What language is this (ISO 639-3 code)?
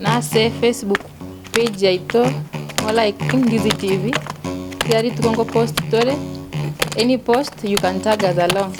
guz